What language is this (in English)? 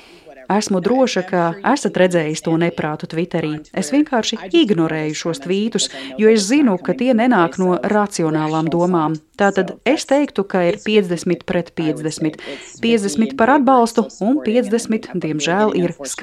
Latvian